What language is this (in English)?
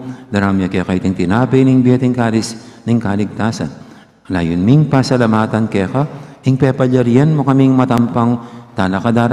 Pampanga